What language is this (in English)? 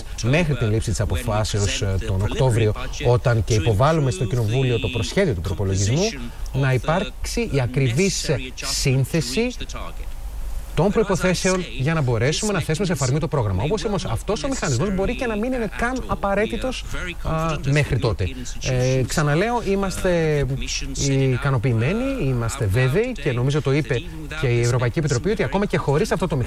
Greek